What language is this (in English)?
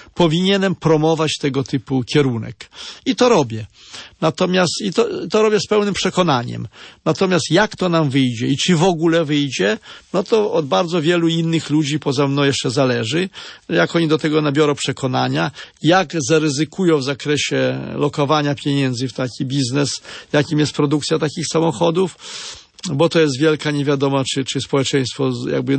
Polish